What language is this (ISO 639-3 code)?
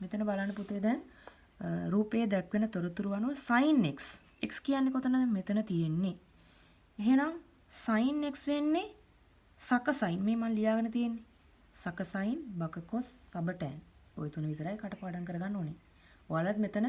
sin